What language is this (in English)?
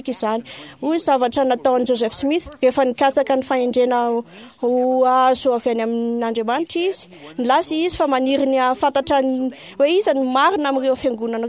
Malagasy